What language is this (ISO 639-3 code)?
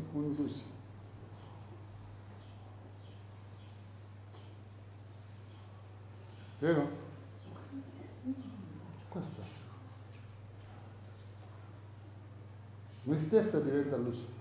ita